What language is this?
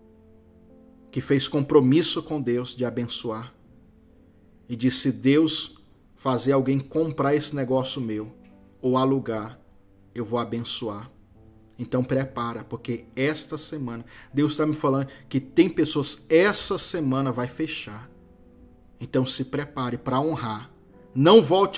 Portuguese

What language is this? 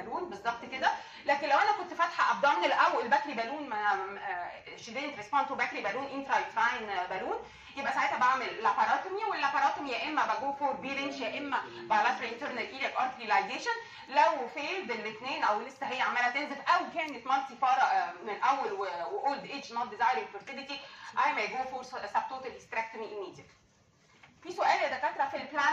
Egyptian Arabic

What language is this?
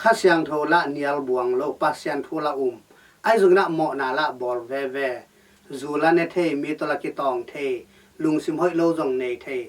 Tedim Chin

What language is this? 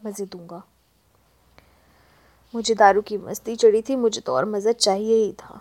Hindi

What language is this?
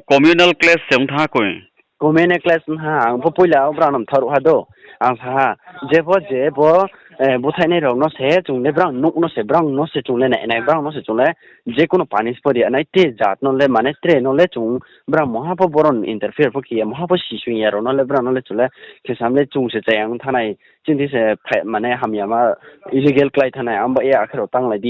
Riang (India)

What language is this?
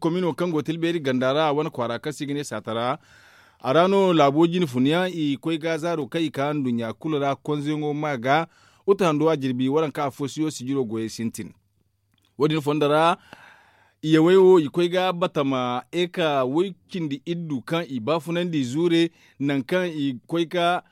Zarma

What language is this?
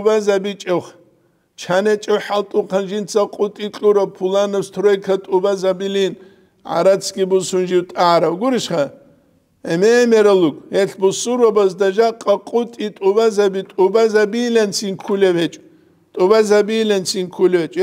Avaric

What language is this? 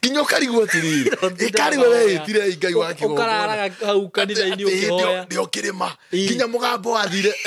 Kikuyu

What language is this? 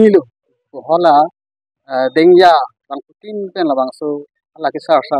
Karbi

